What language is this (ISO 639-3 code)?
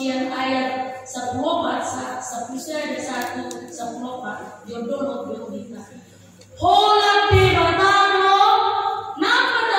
bbc